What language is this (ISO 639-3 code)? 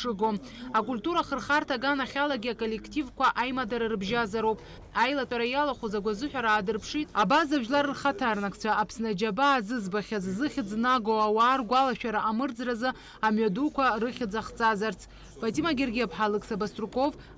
abk